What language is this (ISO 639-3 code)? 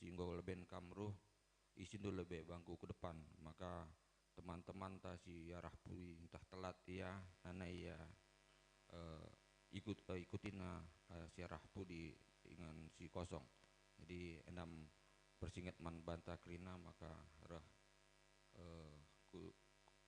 btx